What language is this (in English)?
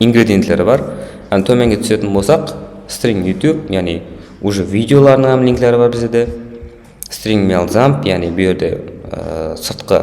Kara-Kalpak